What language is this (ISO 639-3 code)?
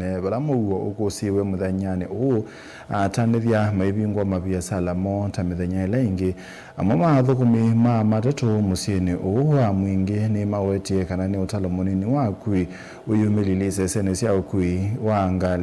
kam